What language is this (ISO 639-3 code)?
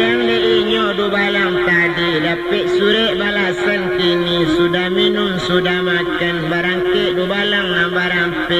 min